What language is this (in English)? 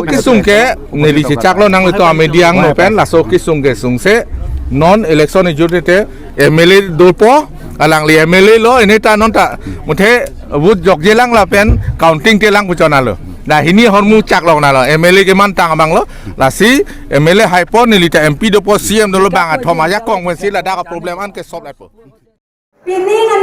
Karbi